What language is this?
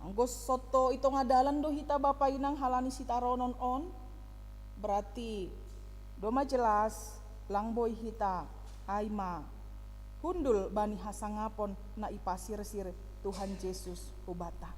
Batak Simalungun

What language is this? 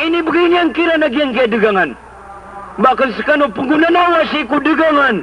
Maranao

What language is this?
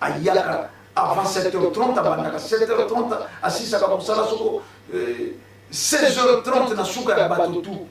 Lingala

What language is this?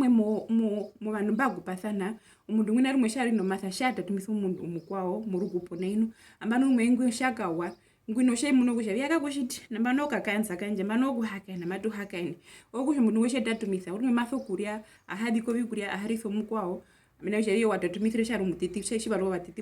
Herero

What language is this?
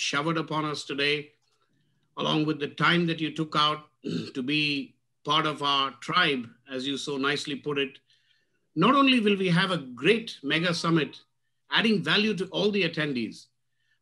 English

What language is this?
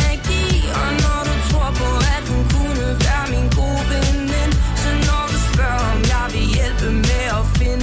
Danish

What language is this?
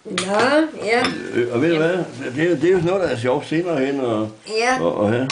Danish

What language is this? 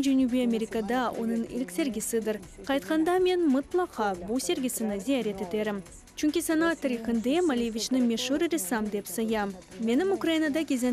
Crimean Tatar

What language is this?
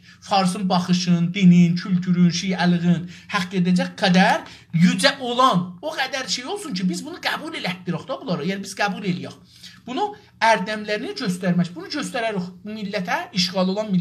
South Azerbaijani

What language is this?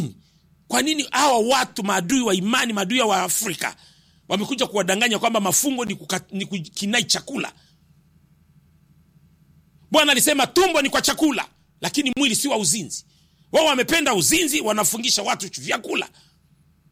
Swahili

